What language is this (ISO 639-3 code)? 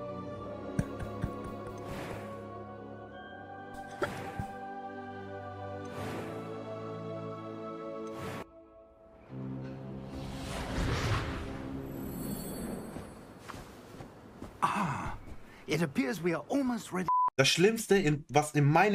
deu